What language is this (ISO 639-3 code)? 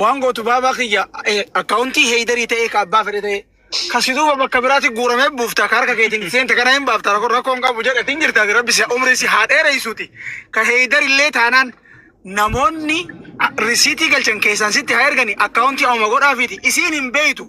orm